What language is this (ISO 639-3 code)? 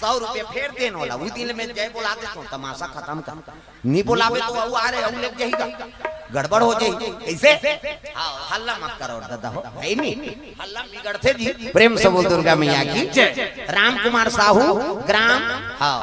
hne